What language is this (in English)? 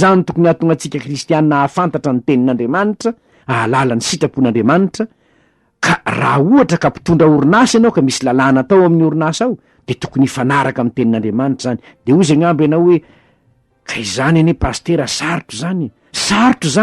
Malagasy